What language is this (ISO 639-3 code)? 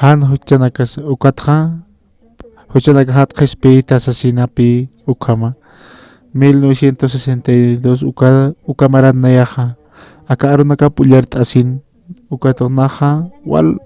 aym